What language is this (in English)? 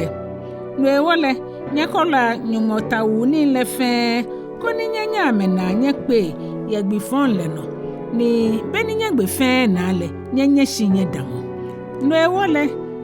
Ga